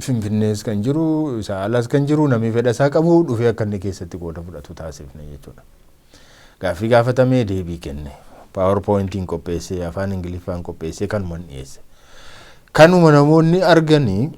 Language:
Oromo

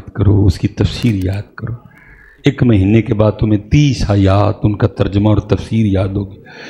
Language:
Urdu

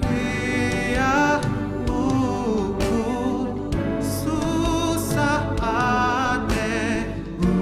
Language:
Batak Karo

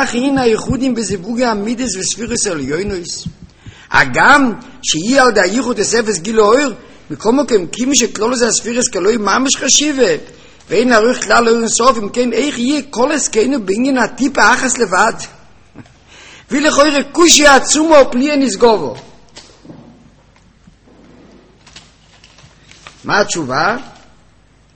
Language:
Hebrew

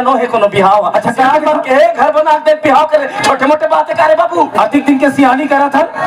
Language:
Chhattisgarhi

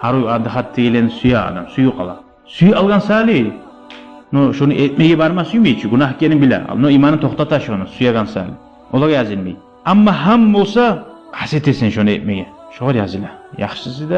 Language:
Kumyk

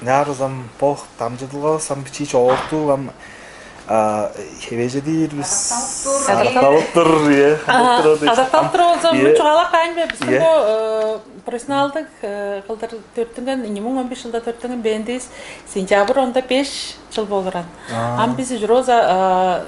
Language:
Tuvinian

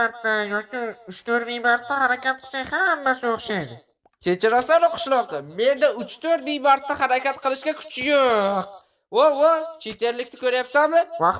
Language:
Uzbek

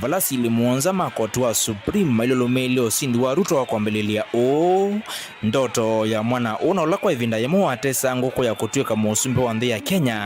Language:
Kamba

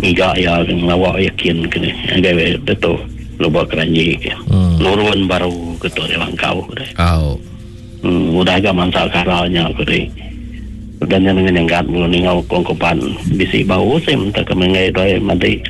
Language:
Iban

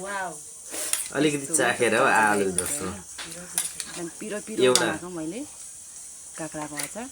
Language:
Nepali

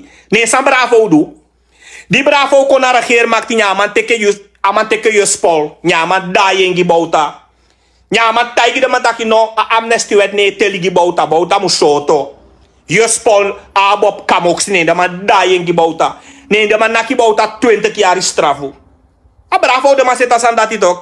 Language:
Sranan Tongo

